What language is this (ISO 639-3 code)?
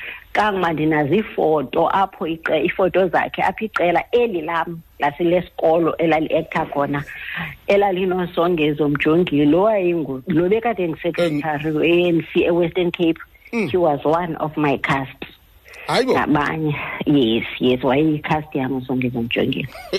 xho